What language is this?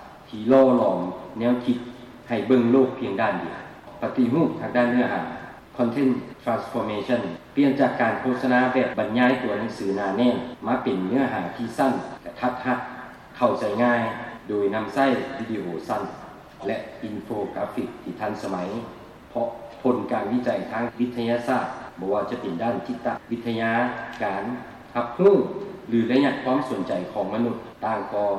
Lao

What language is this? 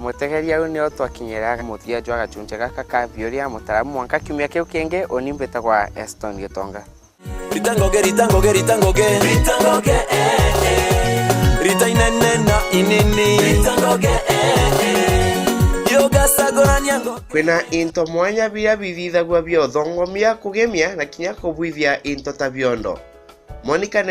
Meru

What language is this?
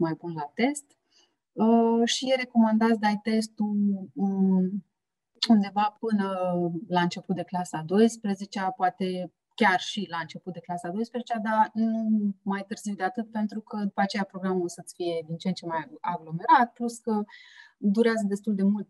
Romanian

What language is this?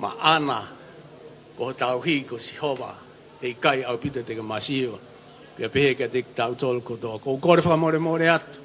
Tongan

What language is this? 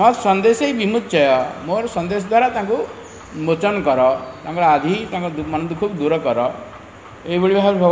Odia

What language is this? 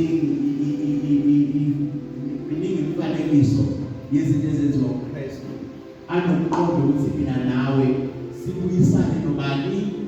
Zulu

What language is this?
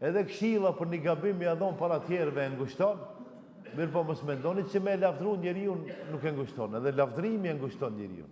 Albanian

